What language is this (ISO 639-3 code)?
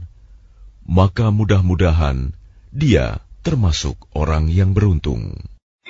ind